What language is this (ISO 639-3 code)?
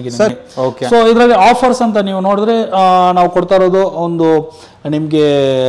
kan